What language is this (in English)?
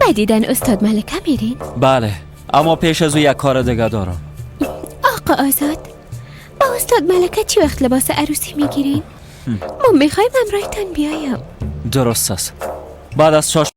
Persian